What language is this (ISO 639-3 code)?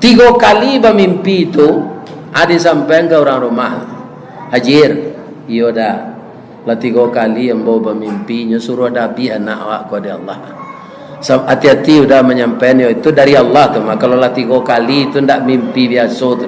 min